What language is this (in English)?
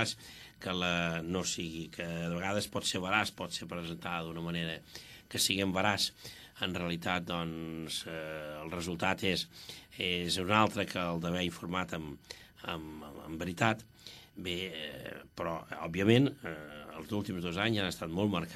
Catalan